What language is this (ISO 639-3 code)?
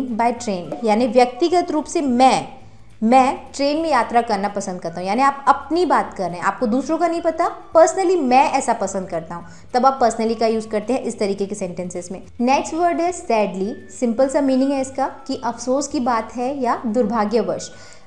hin